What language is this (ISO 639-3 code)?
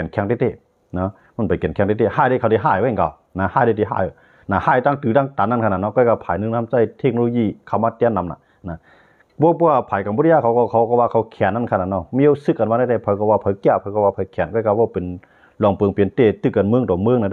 shn